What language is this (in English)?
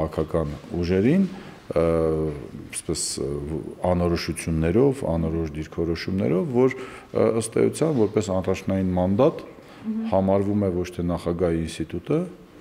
Armenian